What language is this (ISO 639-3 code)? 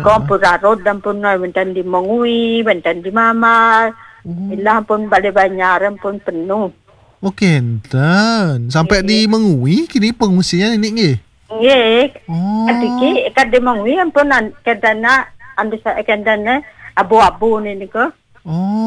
ban